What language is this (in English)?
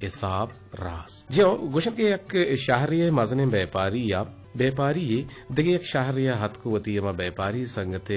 Eastern Balochi